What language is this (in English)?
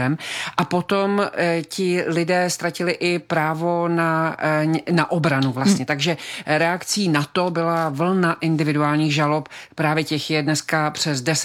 Czech